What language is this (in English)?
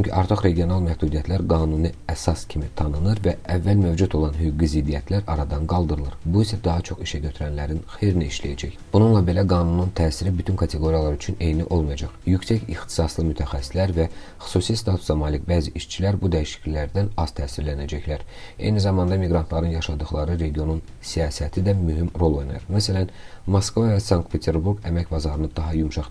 Azerbaijani